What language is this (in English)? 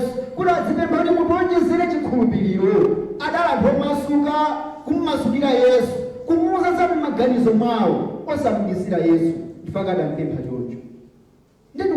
Nyanja